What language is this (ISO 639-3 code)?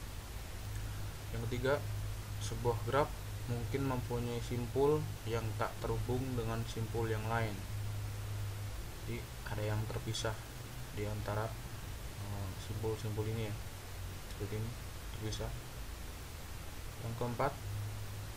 ind